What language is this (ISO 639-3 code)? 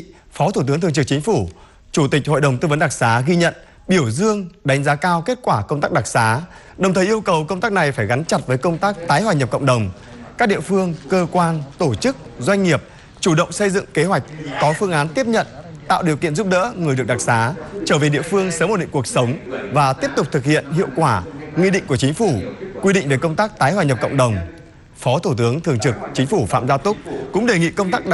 vie